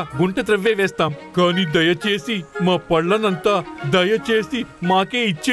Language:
Telugu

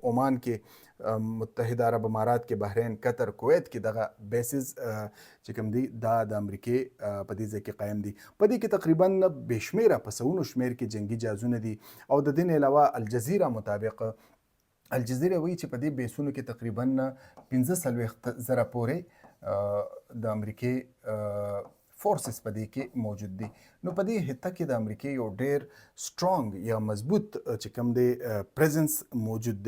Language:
Pashto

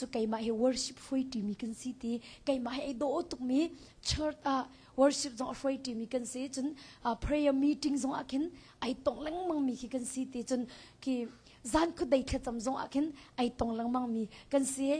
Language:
Hakha Chin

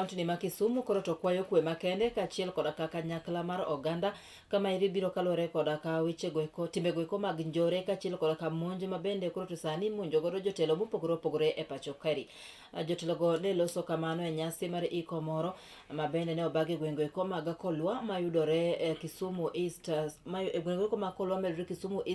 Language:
Luo (Kenya and Tanzania)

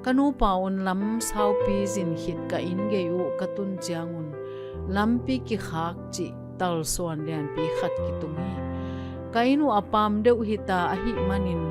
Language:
Tedim Chin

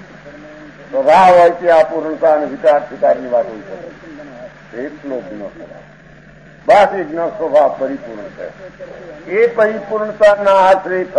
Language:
Gujarati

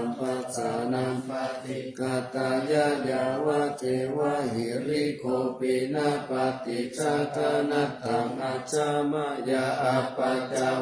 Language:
Pali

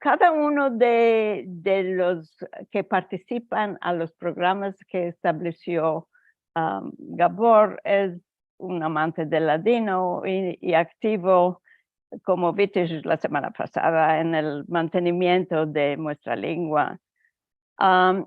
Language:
Ladino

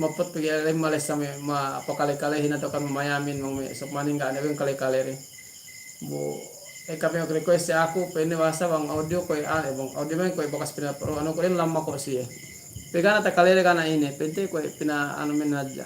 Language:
Yakan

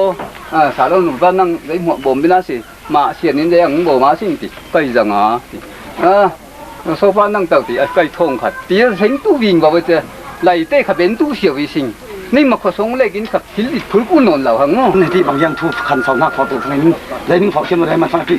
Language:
Falam Chin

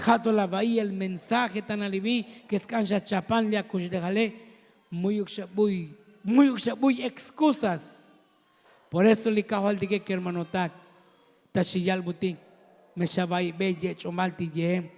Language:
Tzotzil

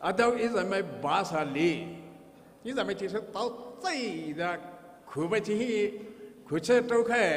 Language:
Poumei Naga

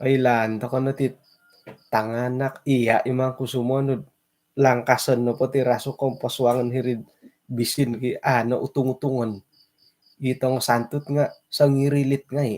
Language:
Central Dusun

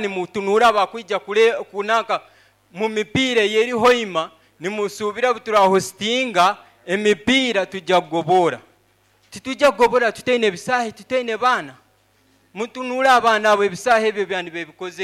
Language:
Nyoro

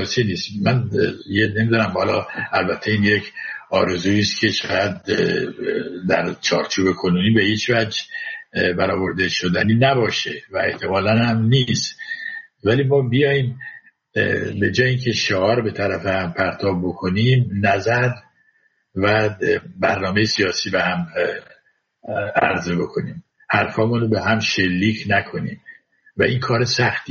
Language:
Persian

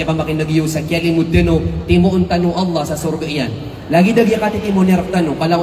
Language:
Maranao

